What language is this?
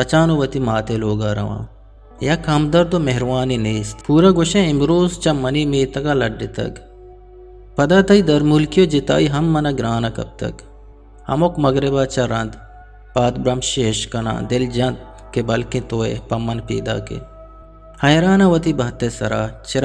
Eastern Balochi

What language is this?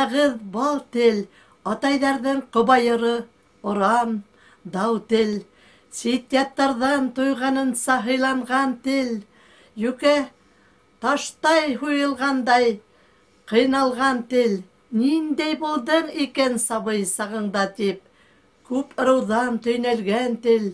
Bashkir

